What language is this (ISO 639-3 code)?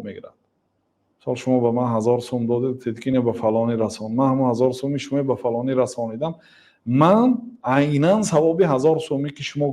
tgk